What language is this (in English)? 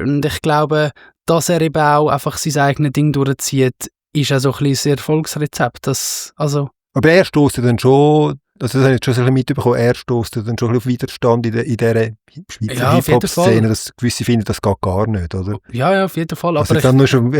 Swiss German